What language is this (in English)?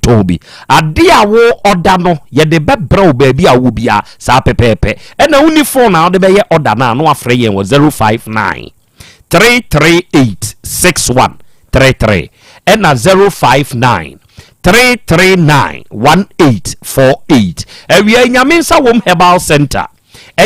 Akan